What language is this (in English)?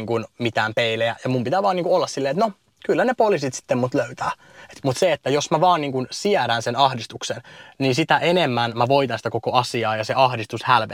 Finnish